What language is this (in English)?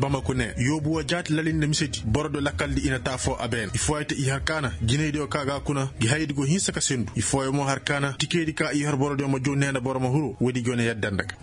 Koyraboro Senni